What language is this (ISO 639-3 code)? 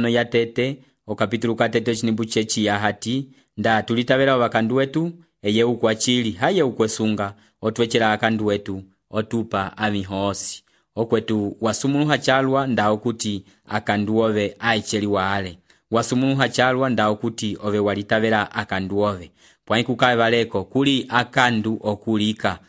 umb